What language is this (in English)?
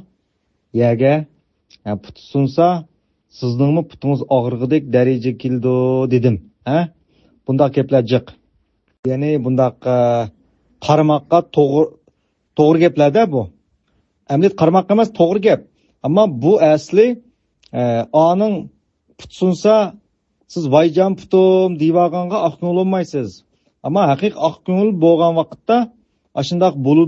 Uyghur